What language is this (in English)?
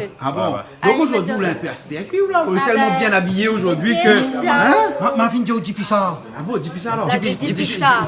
Réunion Creole French